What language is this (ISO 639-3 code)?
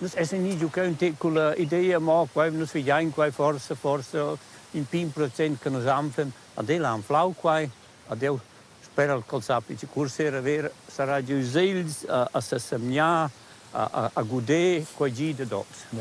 roh